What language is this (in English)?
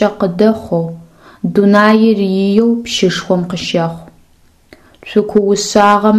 Adyghe